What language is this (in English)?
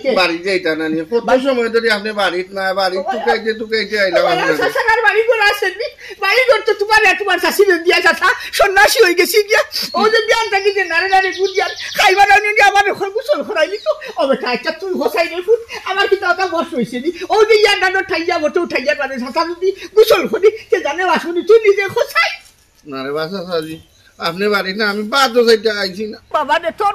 Sylheti